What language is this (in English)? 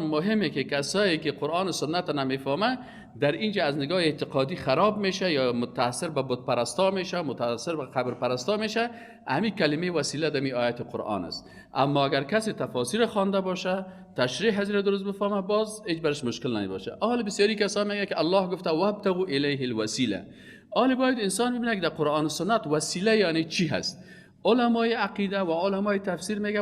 Persian